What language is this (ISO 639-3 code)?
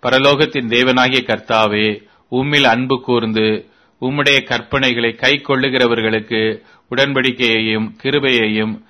tam